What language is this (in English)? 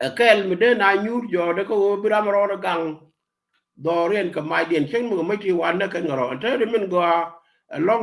Nuer